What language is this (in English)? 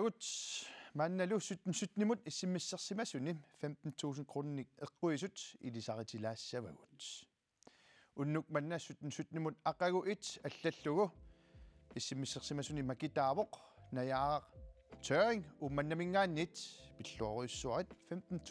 Kalaallisut